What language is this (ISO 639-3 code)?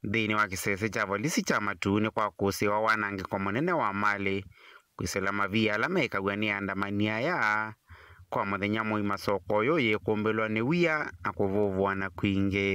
kam